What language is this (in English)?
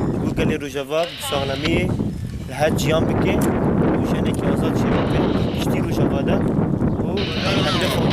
Kurdish